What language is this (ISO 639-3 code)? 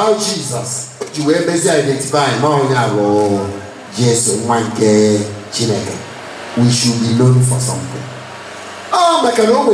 ibo